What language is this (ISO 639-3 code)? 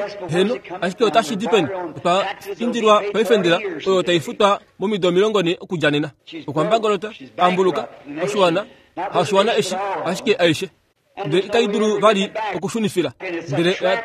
kua